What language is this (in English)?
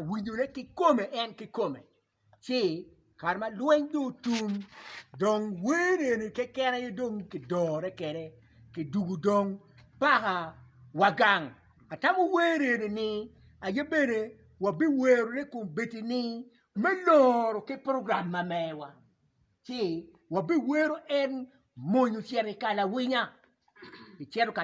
Acoli